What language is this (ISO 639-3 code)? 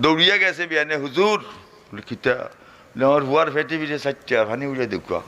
syl